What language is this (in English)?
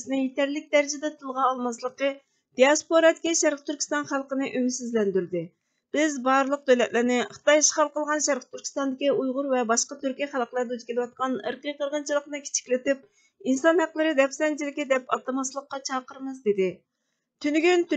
Uyghur